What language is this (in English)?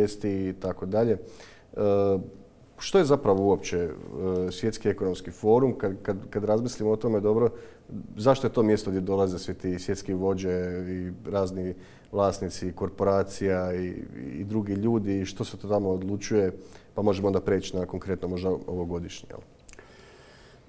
Croatian